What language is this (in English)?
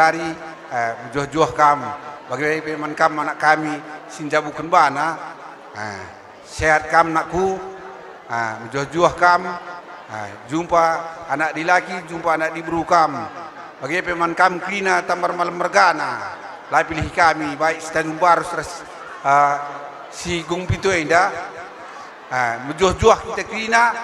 Batak Karo